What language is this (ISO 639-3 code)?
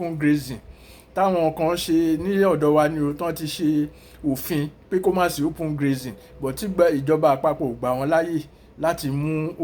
yor